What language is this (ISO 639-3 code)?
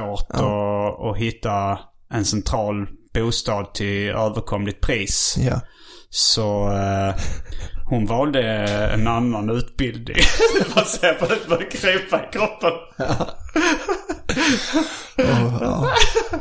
swe